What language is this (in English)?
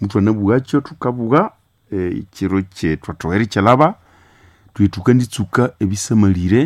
Nande